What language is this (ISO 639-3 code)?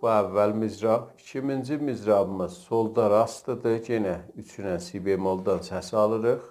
azb